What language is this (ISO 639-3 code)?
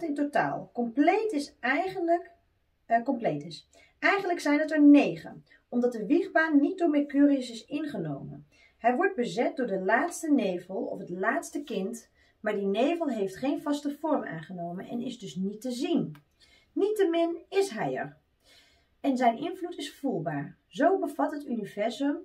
nld